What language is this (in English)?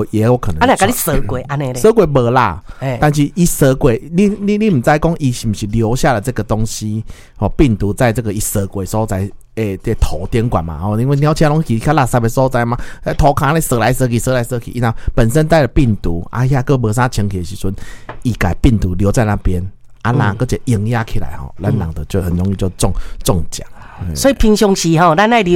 Min Nan Chinese